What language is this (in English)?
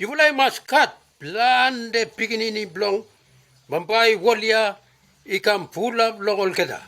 Bislama